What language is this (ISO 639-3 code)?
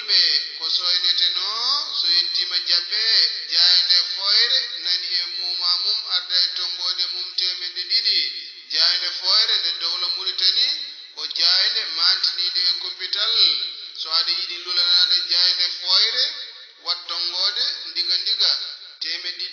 ful